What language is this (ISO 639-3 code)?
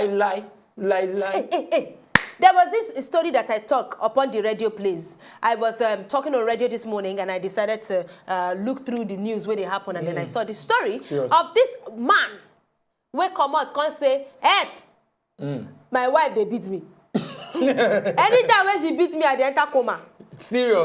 pcm